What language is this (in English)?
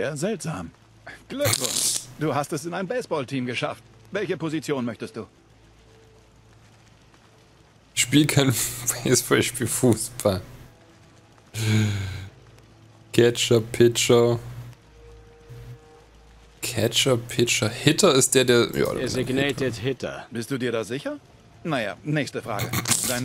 German